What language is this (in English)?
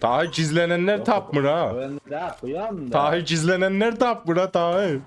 South Azerbaijani